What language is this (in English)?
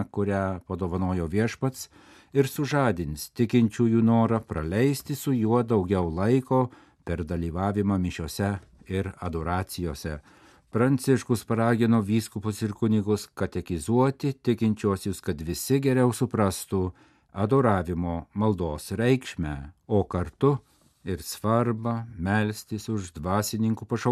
Lithuanian